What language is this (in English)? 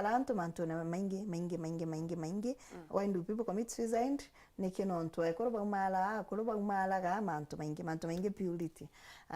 Meru